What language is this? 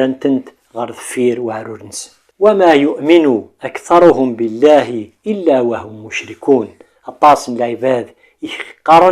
Kabyle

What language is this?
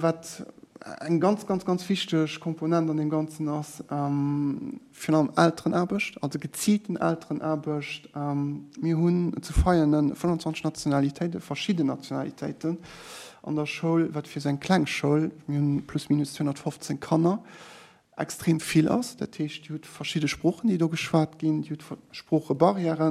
Luxembourgish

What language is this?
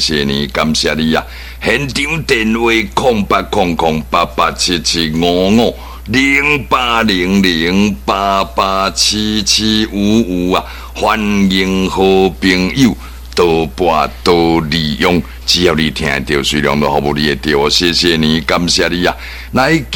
Min Nan Chinese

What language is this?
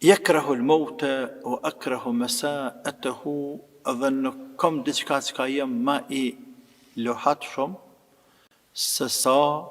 Albanian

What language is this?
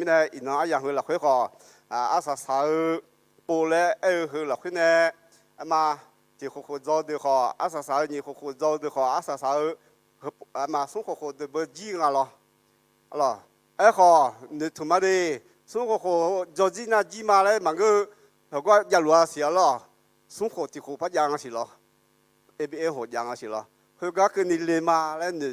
Akha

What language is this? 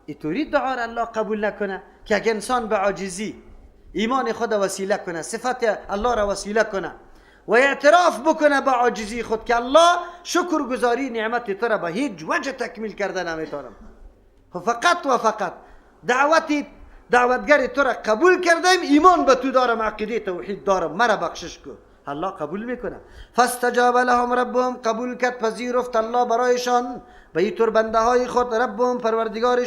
Persian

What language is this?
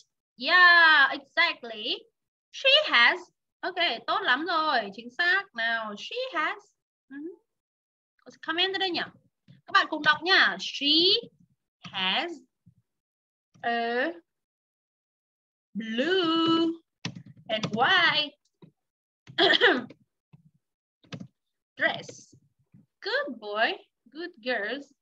Vietnamese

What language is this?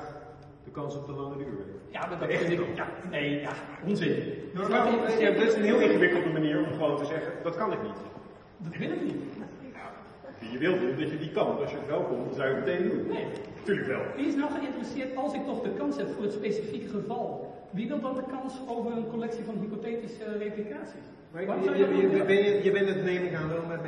Dutch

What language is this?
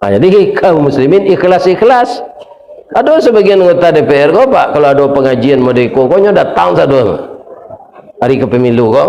Minangkabau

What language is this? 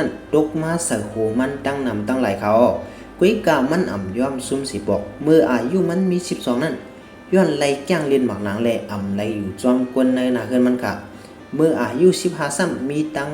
Shan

